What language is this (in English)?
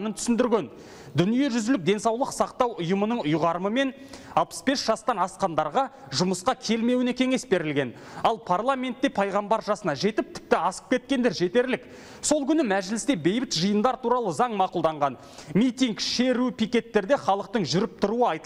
Kazakh